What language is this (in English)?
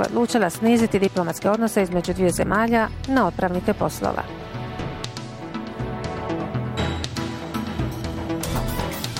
Bosnian